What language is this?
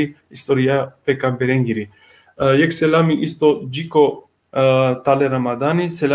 Balkan Romani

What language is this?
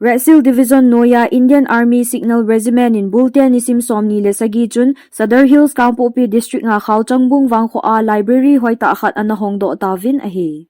Thado Chin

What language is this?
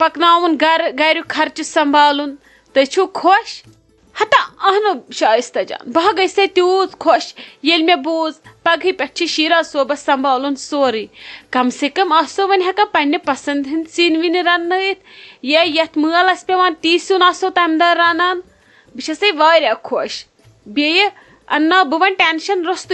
Kashmiri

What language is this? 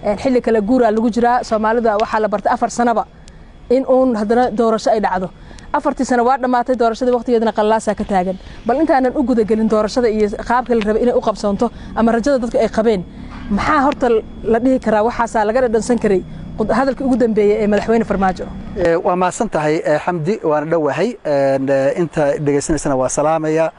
Somali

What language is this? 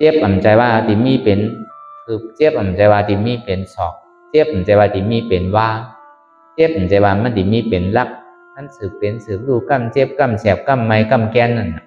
Shan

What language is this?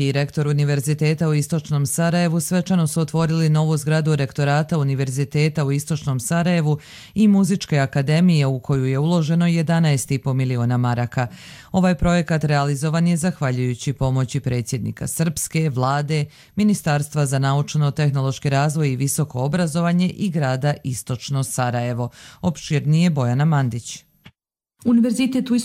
Croatian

